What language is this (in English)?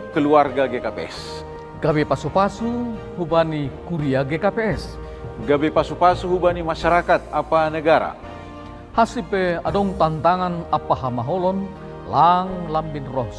Batak Simalungun